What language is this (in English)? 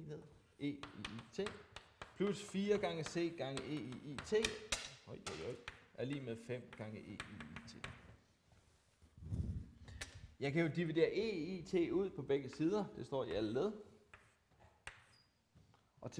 Danish